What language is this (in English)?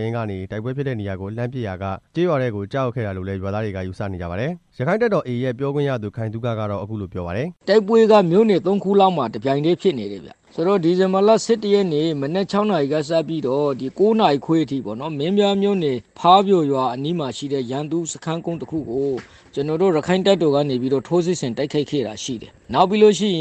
Burmese